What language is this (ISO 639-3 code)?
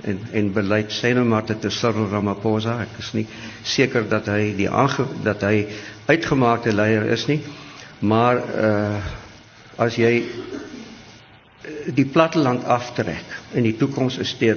afr